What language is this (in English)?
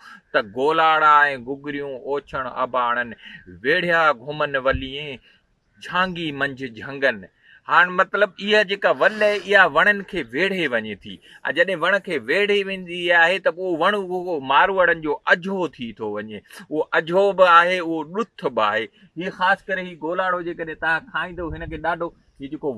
Sindhi